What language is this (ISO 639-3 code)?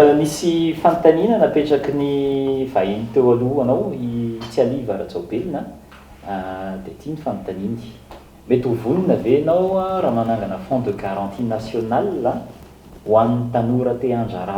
mlg